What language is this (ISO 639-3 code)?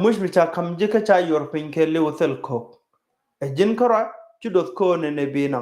nus